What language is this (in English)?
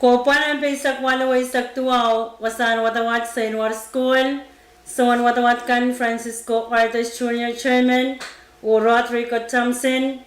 Pohnpeian